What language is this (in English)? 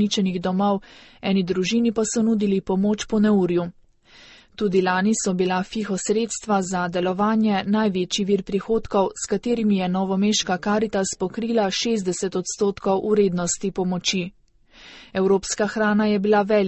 Slovenian